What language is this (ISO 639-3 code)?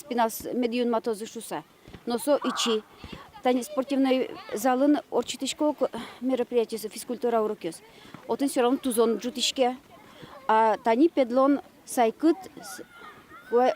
udm